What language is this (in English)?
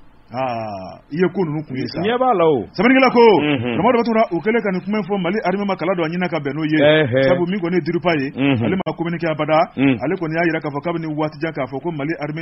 Bambara